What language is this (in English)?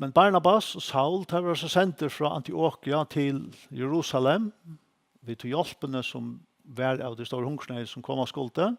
Faroese